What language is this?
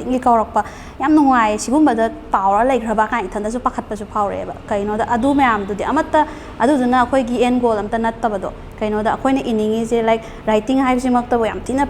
Manipuri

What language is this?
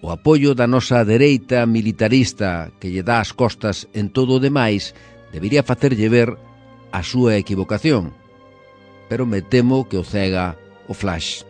Galician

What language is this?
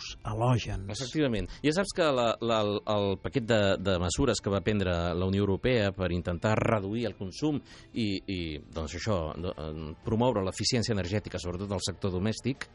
Catalan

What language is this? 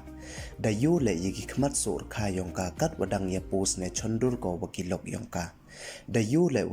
Pnar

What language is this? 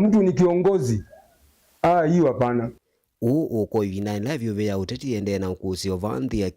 Kamba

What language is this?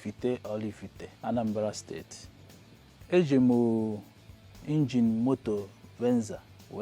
Igbo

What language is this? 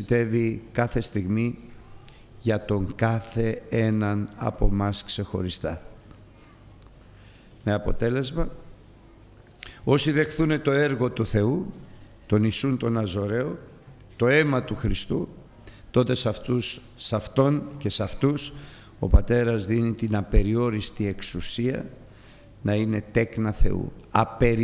Greek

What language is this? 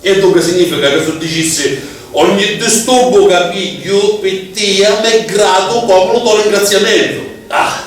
Sicilian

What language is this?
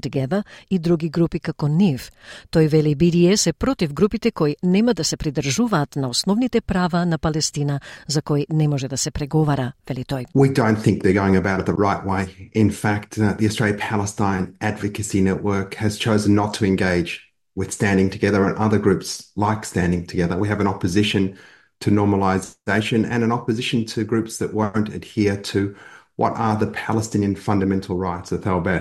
Macedonian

